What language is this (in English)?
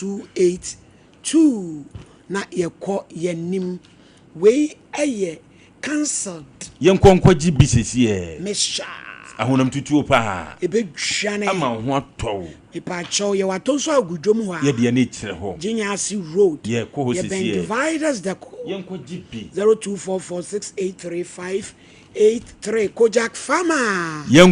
Akan